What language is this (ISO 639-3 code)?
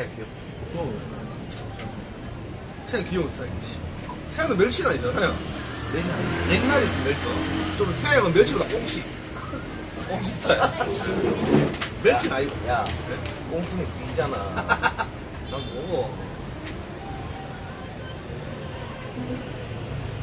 kor